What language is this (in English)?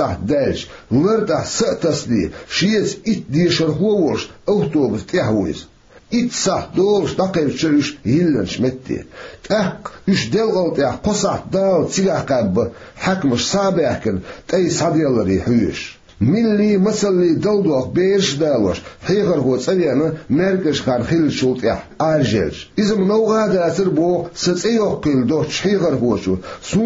Chechen